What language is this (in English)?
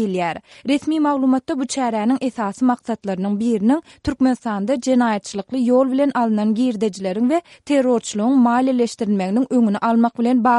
Turkmen